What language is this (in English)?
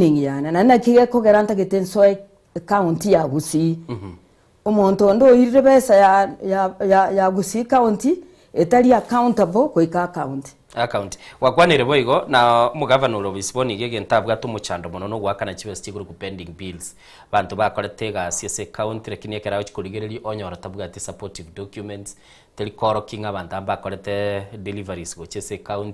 Gusii